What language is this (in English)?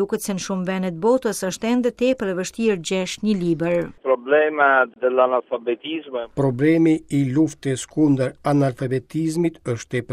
Albanian